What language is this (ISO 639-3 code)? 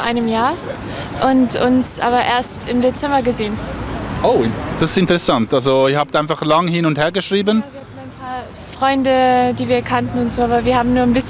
gsw